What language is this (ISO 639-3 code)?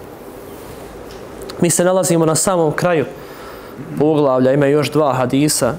bos